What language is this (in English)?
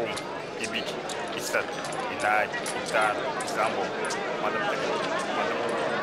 Luba-Lulua